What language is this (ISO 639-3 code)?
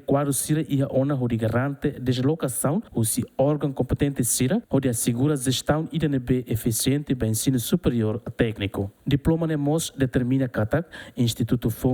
tet